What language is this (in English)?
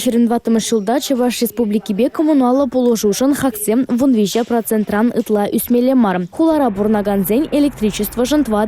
Chuvash